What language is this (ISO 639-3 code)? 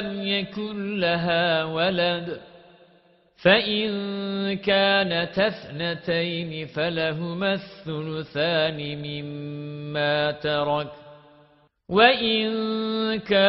ara